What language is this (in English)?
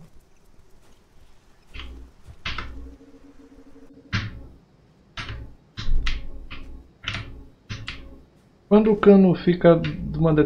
Portuguese